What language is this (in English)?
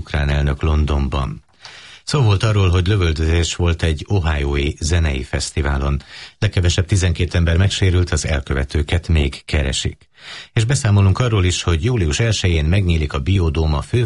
Hungarian